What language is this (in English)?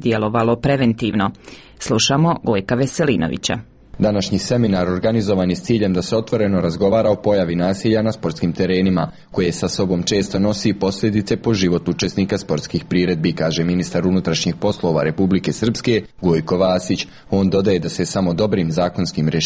Bosnian